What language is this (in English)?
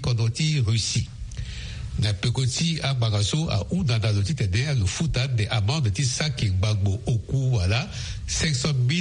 Sango